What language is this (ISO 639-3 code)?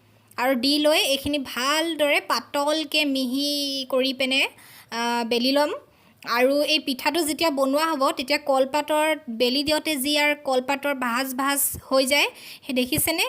asm